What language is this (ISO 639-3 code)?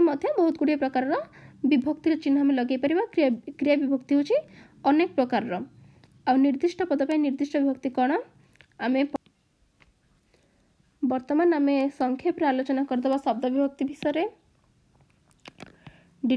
ori